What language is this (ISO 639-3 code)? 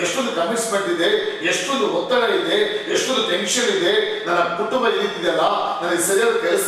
kan